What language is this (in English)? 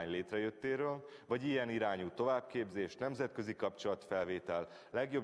Hungarian